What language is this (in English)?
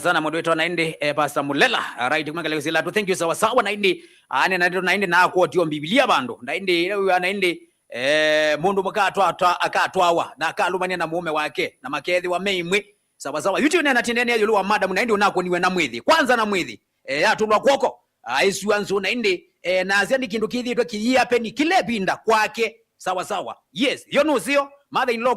Kamba